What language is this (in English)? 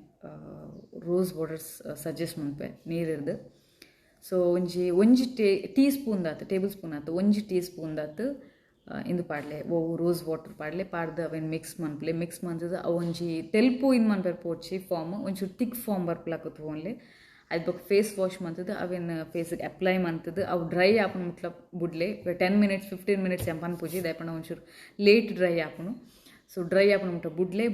Tulu